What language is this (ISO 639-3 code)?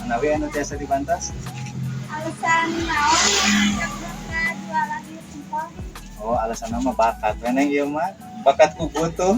sun